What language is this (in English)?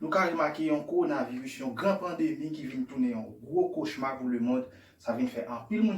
Haitian Creole